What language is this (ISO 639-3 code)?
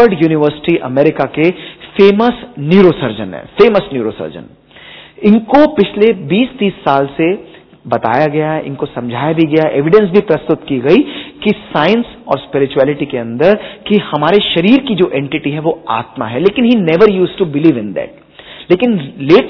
hin